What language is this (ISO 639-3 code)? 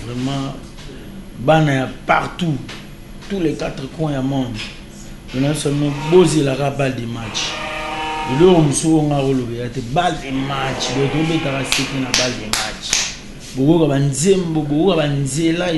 lin